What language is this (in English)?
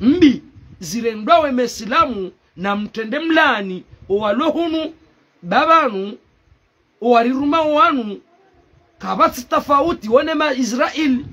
Ngazidja Comorian